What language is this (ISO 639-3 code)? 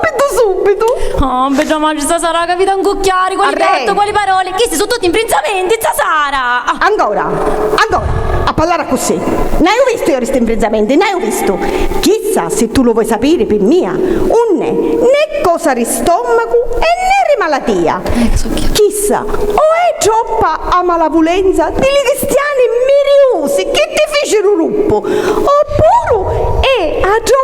scn